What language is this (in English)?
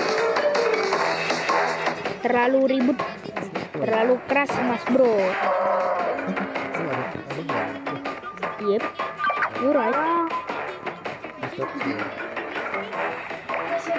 Indonesian